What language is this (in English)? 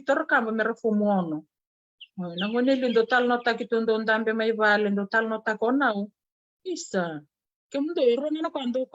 Fijian